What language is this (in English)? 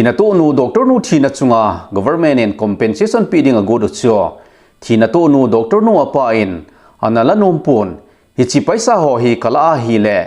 Thado Chin